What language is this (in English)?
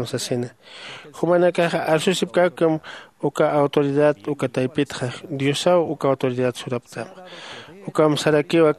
Aymara